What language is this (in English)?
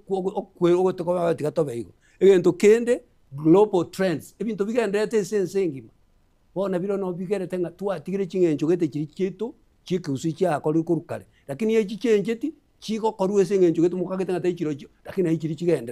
Gusii